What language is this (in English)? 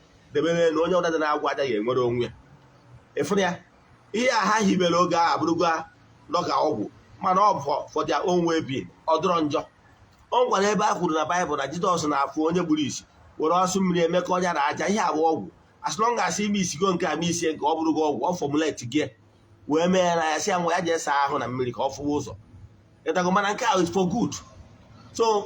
Igbo